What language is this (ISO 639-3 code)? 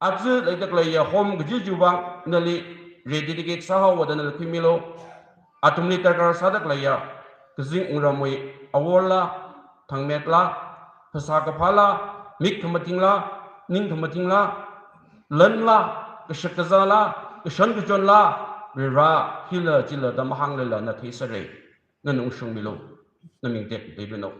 nmf